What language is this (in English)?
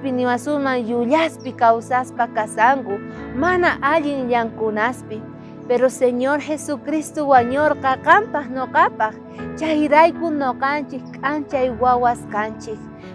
South Bolivian Quechua